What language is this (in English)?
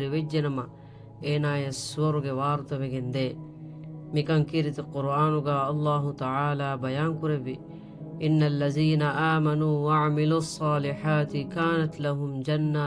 Divehi